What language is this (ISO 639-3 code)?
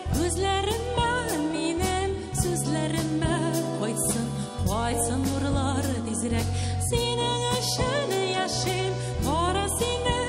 tat